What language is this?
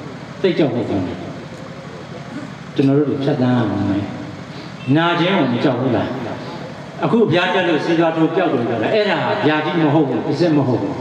Burmese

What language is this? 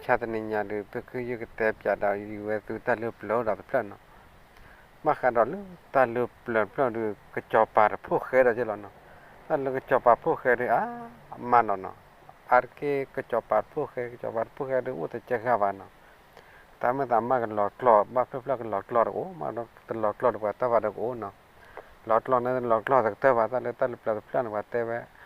S'gaw Karen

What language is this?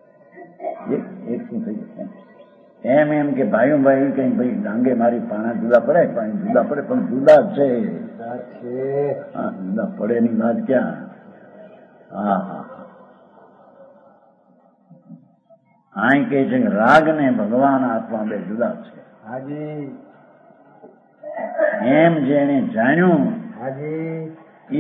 Gujarati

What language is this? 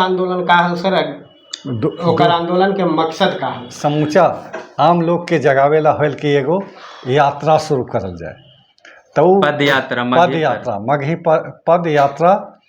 Magahi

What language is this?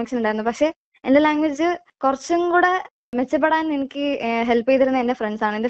Malayalam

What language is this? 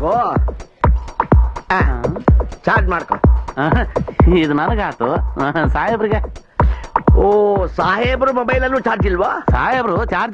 Kannada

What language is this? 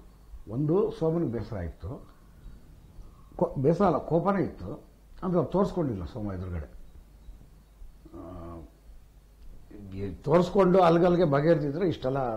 Kannada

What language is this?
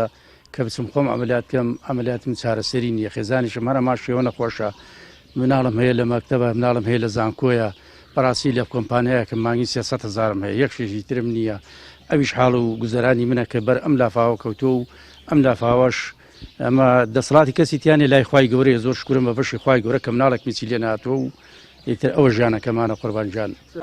Central Kurdish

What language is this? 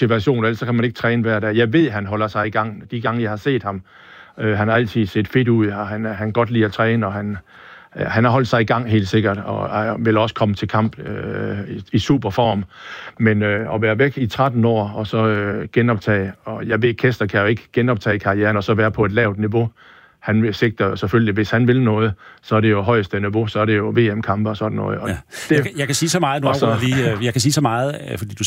Danish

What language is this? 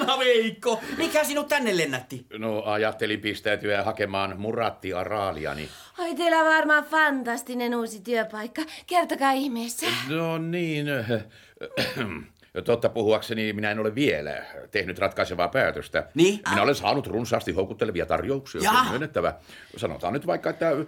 Finnish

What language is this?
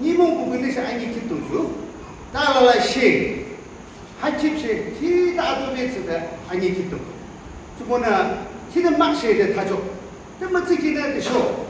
Yimchungru Naga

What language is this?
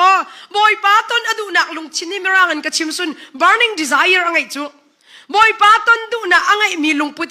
Hakha Chin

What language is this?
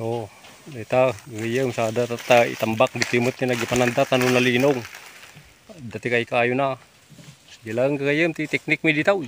Iloko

